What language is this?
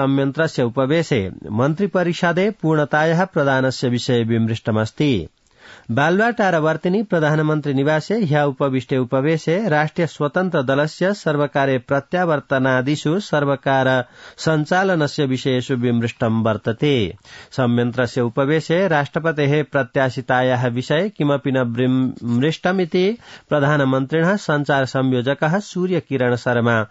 Sanskrit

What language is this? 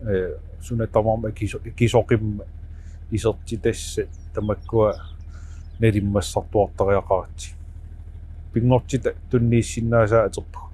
Kalaallisut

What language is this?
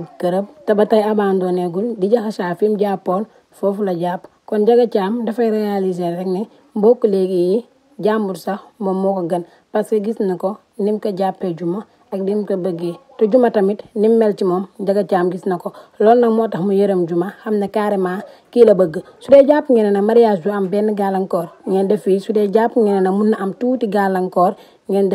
Wolof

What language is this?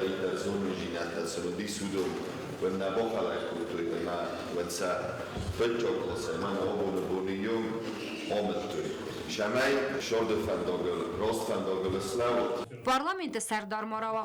Ossetic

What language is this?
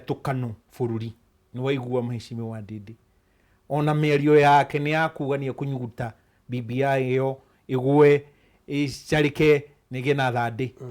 Kikuyu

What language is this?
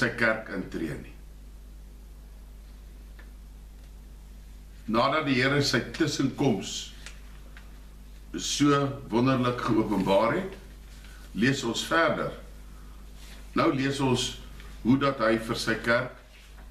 Afrikaans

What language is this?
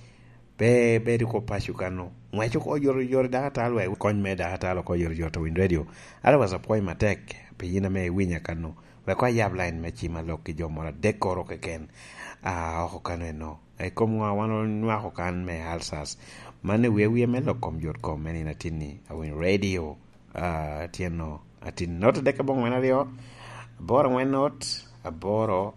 Lango (Uganda)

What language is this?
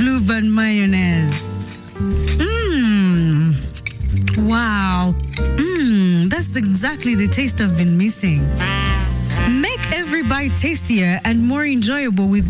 Kinyarwanda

